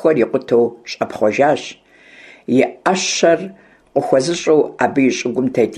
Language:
Kabardian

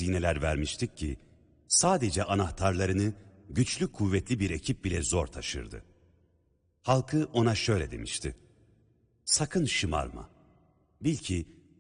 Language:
Turkish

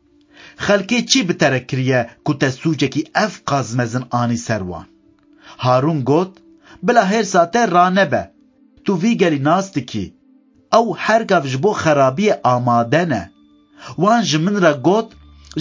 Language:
Kurdish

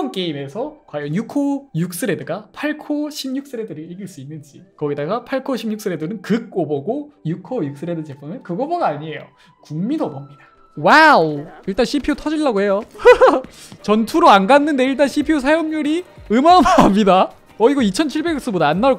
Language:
Korean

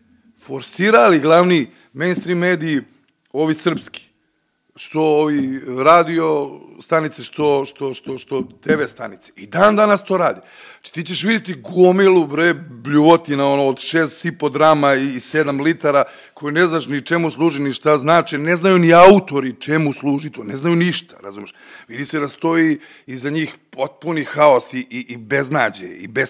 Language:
Serbian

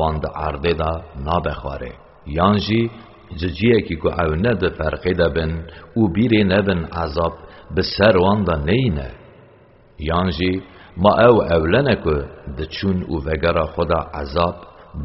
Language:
Kurdish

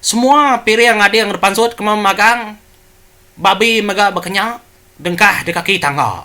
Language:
Iban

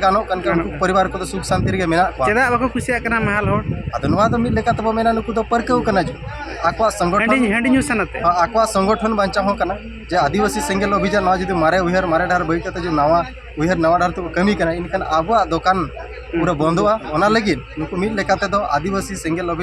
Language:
Santali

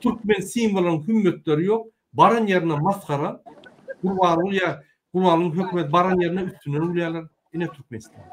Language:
Turkmen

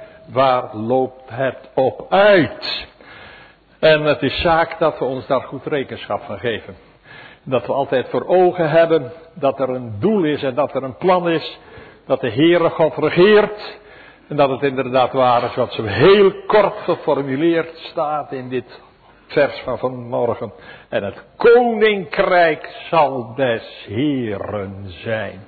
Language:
Dutch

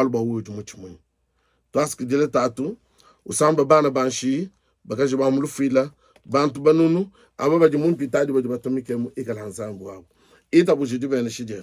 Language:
Luba-Lulua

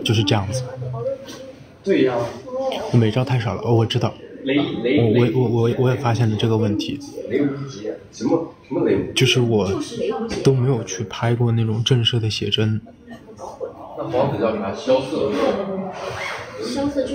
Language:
Chinese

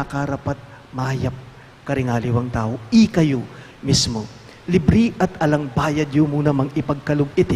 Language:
Pampanga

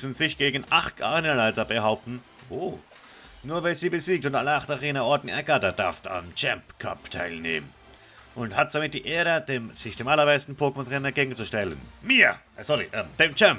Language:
Swiss German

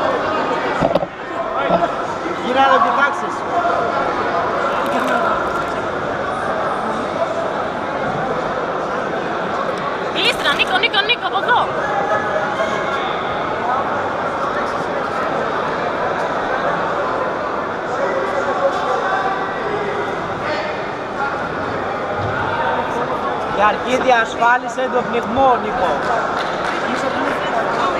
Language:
Greek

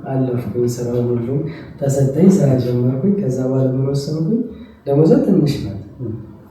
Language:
Amharic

